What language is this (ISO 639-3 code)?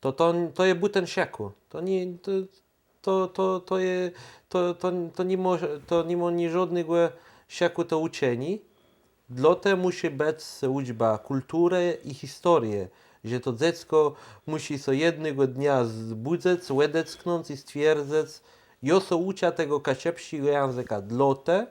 csb